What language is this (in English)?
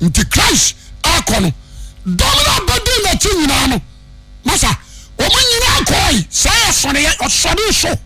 Akan